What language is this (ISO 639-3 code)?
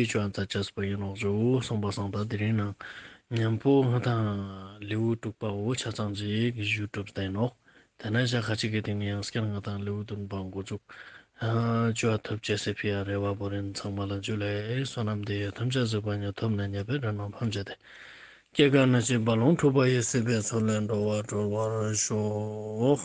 lbj